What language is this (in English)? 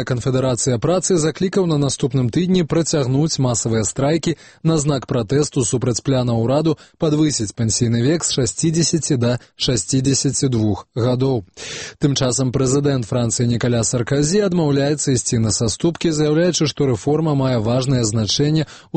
Belarusian